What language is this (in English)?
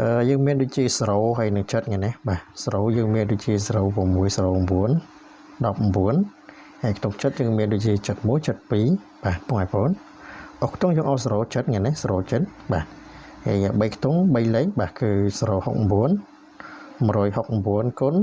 Khmer